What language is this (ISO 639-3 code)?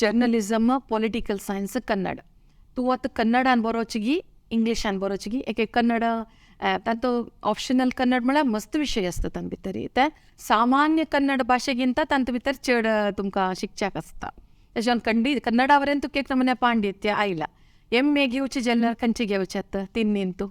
kok